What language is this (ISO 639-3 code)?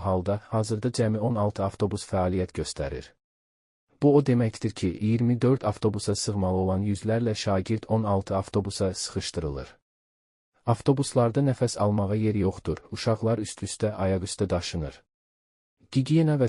aze